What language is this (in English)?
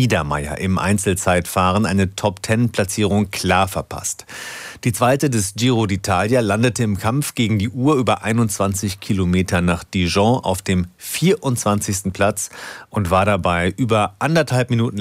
German